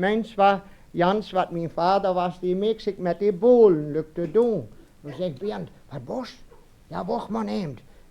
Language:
Westphalien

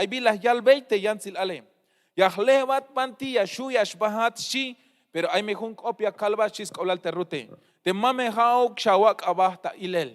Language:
Tzeltal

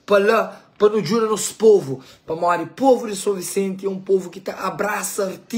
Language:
Kabuverdianu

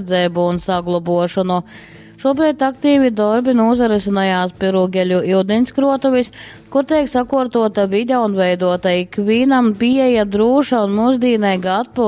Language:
Latgalian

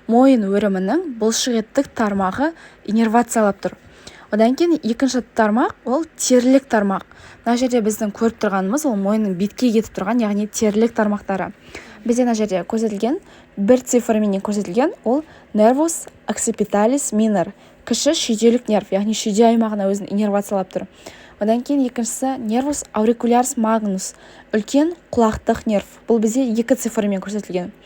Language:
Kazakh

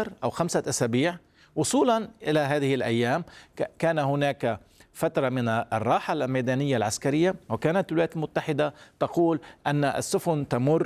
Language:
Arabic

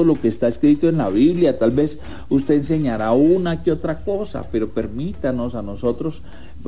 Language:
Spanish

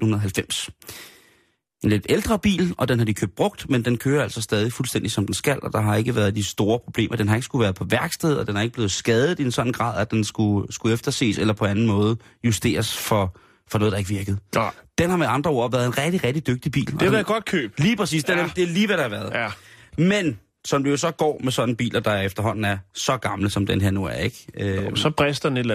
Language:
Danish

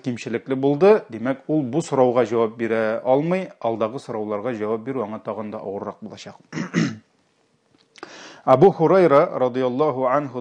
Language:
Tatar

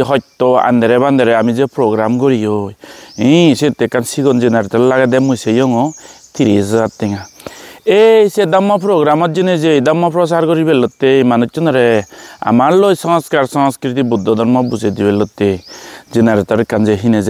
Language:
Chakma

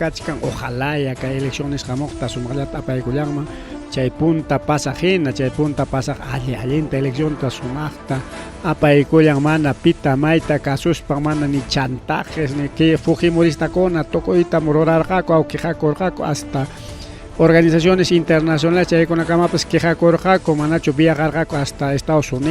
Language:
Ayacucho Quechua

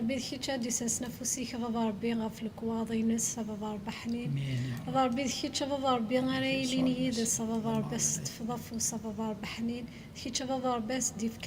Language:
Kabyle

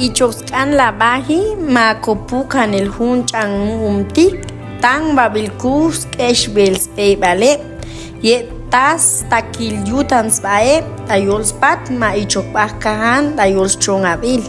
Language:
Chuj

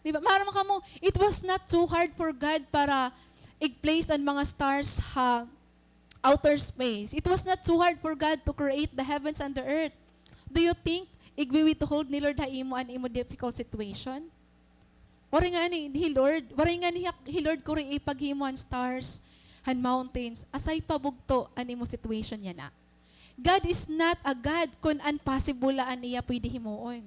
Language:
Waray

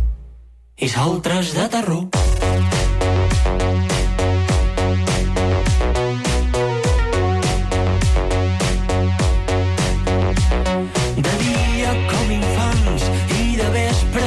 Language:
Catalan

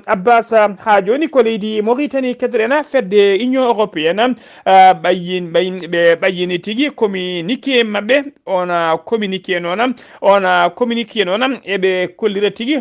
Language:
Fula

